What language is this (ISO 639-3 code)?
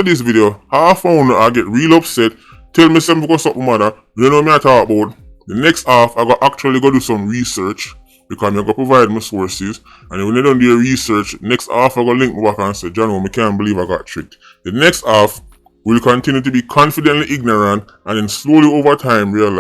jam